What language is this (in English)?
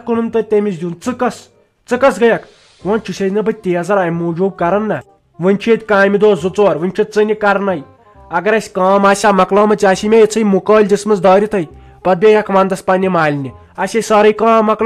Kashmiri